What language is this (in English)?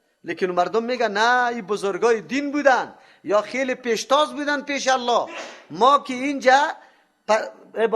Persian